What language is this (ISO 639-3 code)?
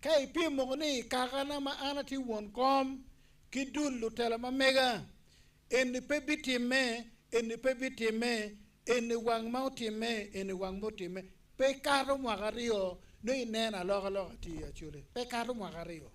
ach